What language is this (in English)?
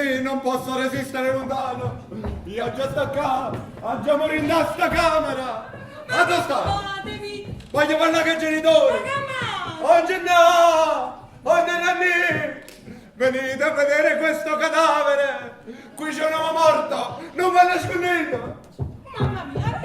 Neapolitan